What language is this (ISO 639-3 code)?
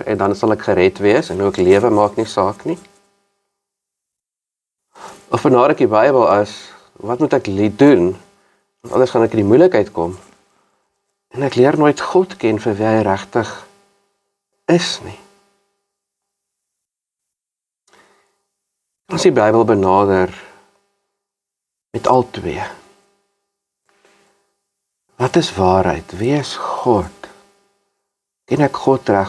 afr